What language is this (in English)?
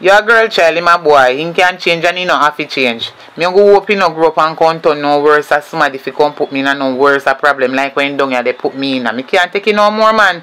Jamaican Creole English